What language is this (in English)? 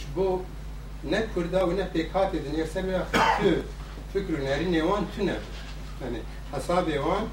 Kurdish